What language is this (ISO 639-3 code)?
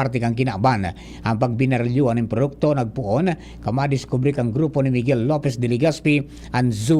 bik